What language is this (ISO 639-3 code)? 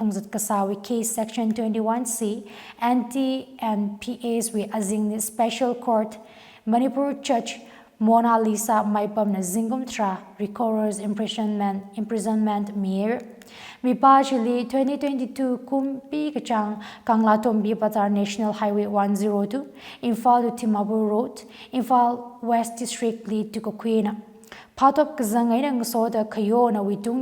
nmf